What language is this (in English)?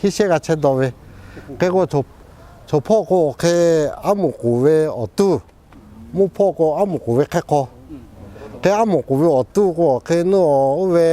Lahu